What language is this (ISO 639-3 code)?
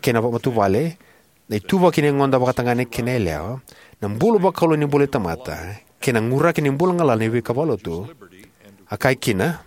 fij